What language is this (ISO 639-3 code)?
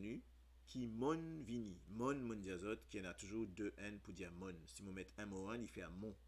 mfe